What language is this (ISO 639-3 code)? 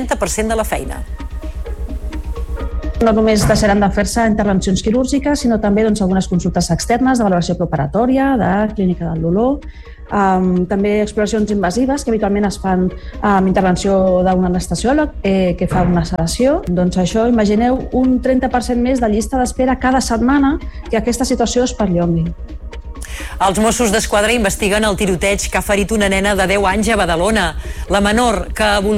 cat